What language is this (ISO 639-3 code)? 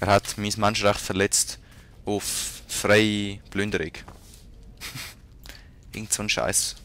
gsw